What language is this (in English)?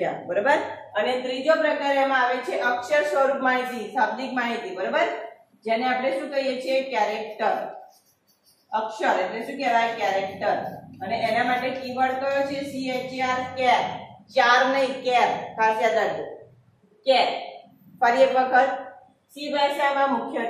Gujarati